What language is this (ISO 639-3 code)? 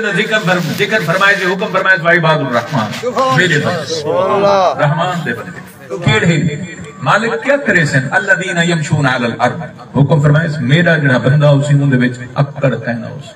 skr